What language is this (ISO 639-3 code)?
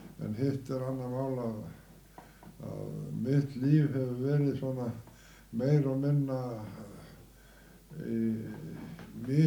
isl